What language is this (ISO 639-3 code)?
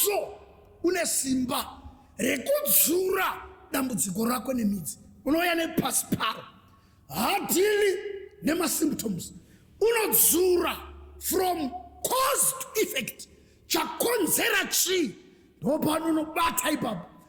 sna